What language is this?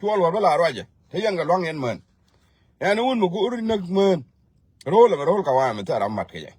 Nuer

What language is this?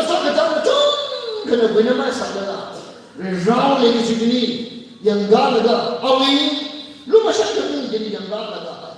Tangkhul Naga (India)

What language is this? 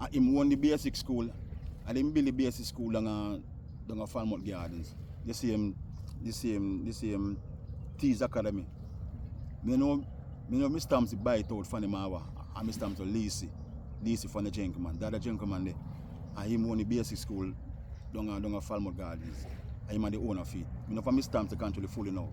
Jamaican Creole English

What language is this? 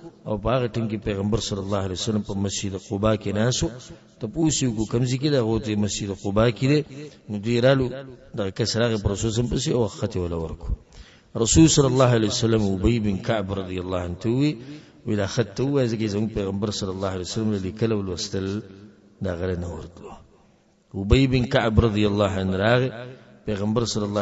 Pashto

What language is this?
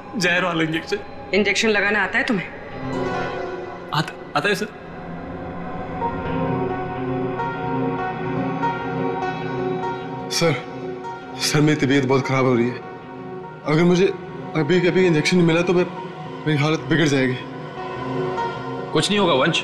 Hindi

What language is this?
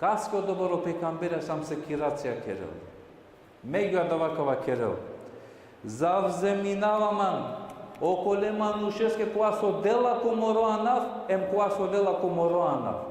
Balkan Romani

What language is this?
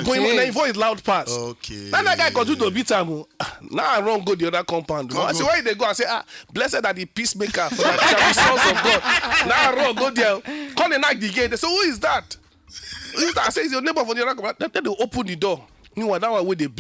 Nigerian Pidgin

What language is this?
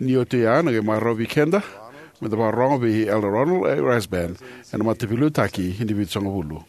Fijian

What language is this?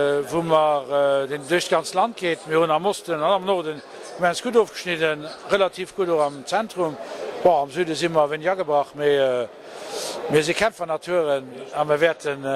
Luxembourgish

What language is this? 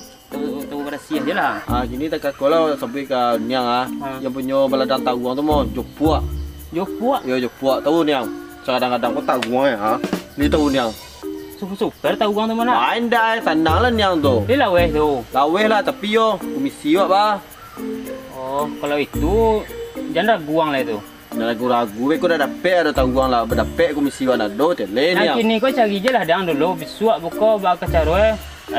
Minangkabau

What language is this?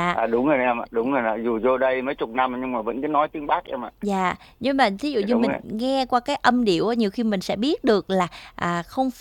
Vietnamese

